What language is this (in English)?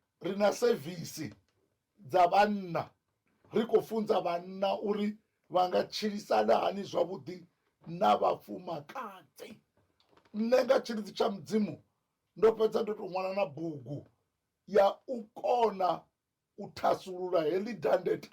Venda